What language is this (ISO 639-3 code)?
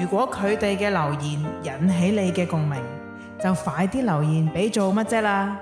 yue